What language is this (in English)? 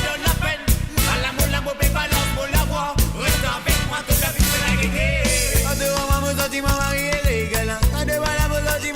Morisyen